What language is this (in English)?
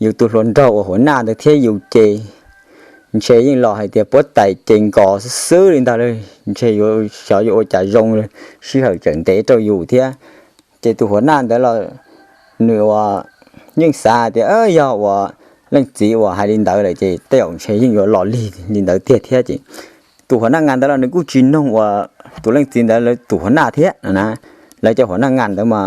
Hmong